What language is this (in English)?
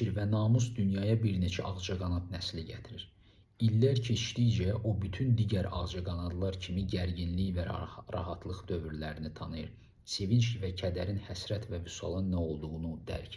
Azerbaijani